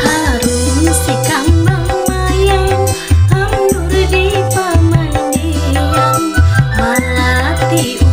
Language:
Banjar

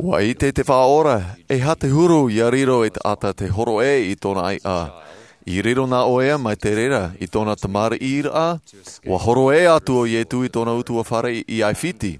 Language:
Tahitian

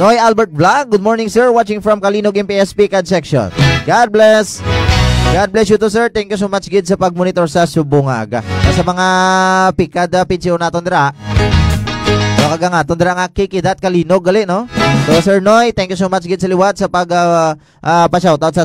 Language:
Hiligaynon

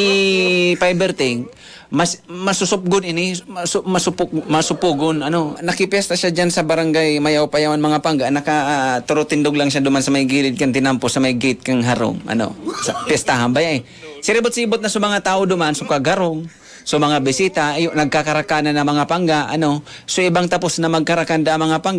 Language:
Bikol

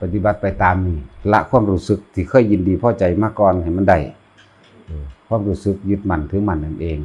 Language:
Lao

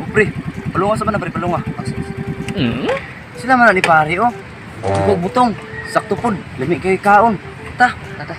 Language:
Cebuano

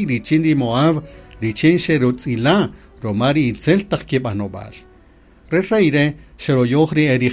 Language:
Kaqchikel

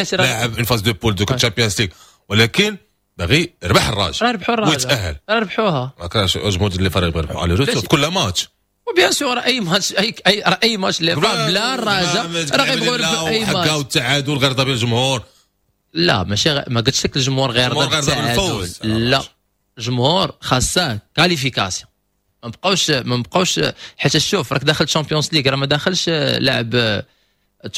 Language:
Moroccan Arabic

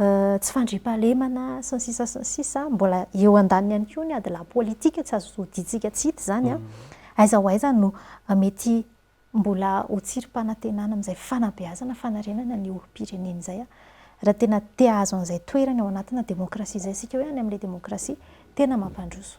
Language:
Malagasy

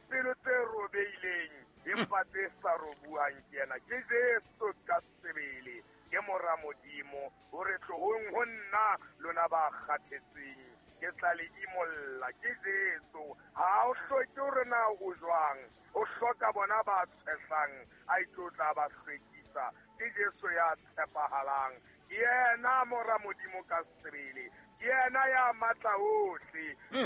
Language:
Southern Sotho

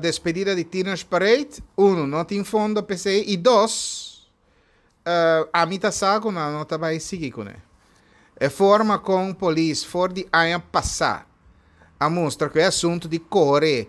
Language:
Papiamento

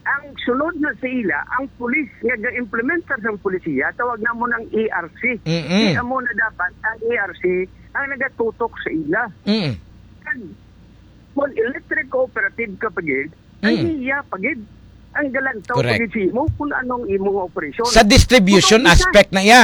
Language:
Hiligaynon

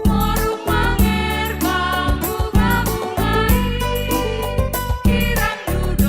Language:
Batak Simalungun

